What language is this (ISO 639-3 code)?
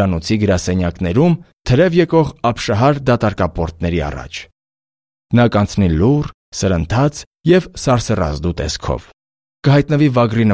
hye